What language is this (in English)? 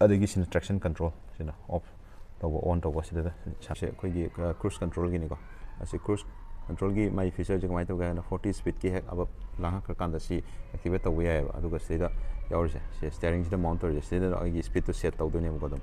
Manipuri